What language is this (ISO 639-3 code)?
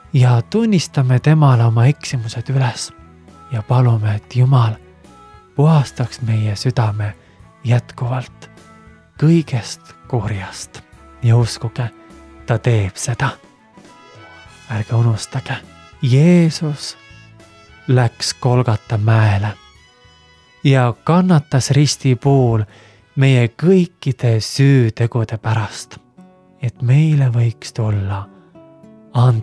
est